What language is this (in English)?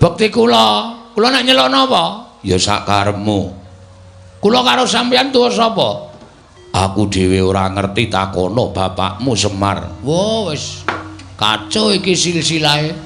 Javanese